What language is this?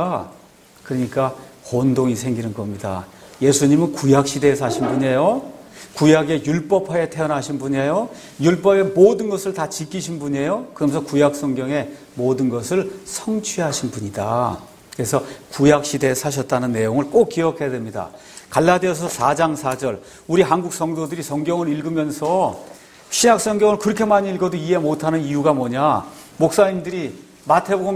Korean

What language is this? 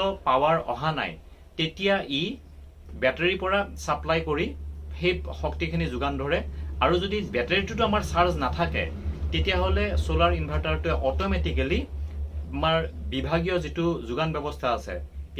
Assamese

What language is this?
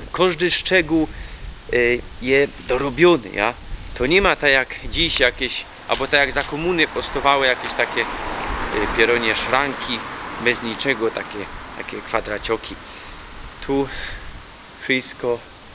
Silesian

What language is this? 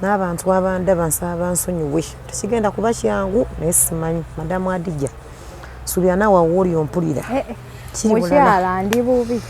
Ganda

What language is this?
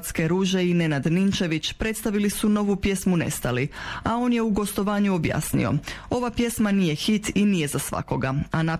Croatian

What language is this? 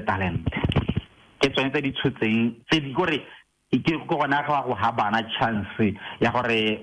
Tswana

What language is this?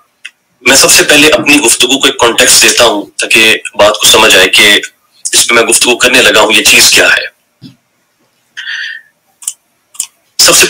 Urdu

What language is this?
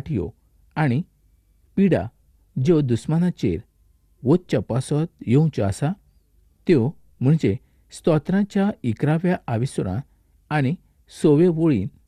Konkani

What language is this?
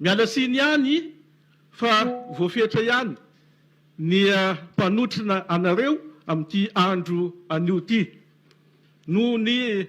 Malagasy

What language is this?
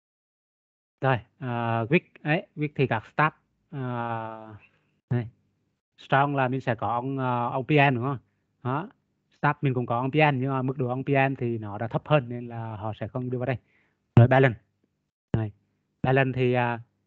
Vietnamese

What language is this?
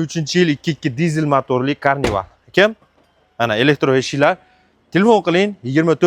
Uzbek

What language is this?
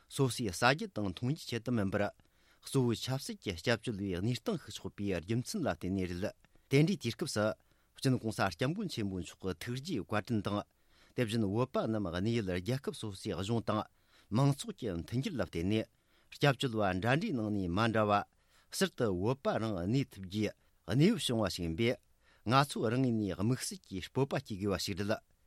Tibetan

